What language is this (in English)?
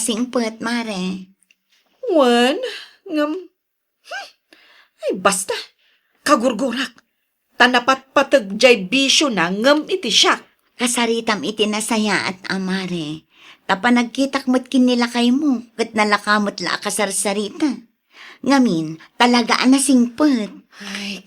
Iloko